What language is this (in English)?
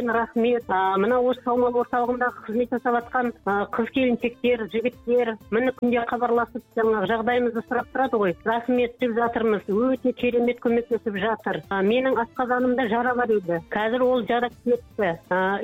Kazakh